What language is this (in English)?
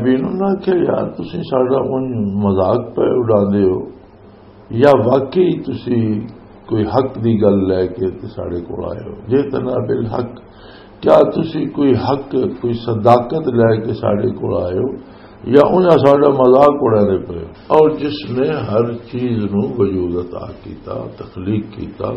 Western Panjabi